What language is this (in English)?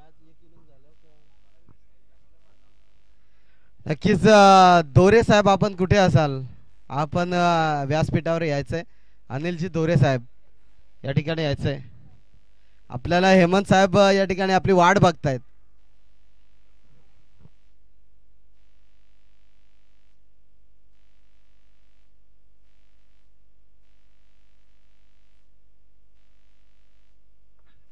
Marathi